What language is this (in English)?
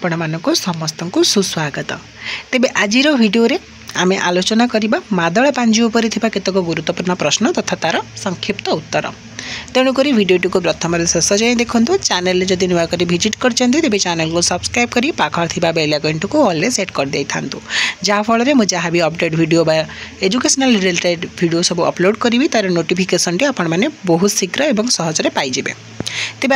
Odia